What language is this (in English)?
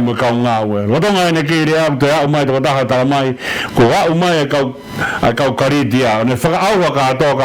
Tongan